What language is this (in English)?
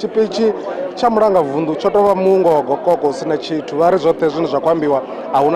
Venda